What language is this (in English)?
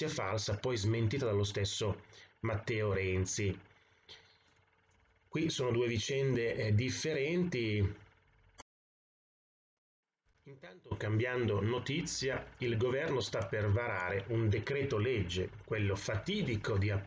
Italian